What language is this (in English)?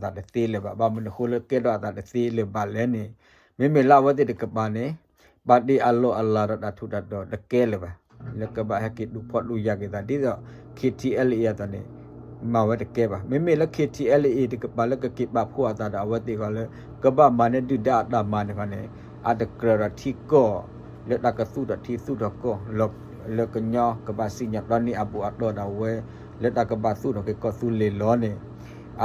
S'gaw Karen